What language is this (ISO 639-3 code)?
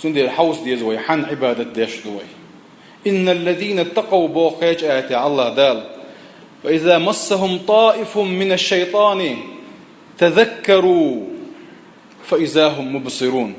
che